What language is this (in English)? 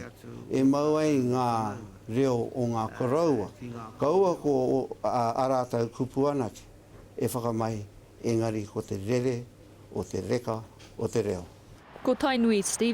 Māori